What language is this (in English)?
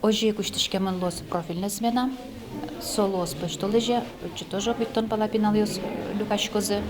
Udmurt